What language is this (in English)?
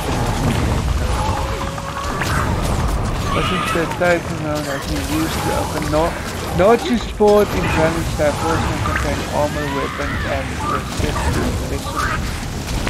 Afrikaans